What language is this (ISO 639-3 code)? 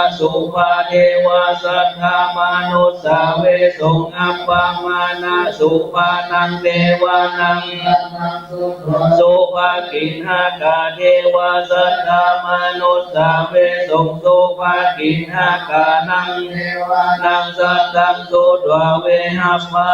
pli